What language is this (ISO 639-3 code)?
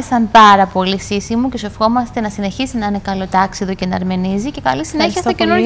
ell